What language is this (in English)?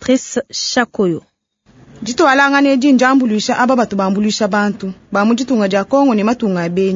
Luba-Lulua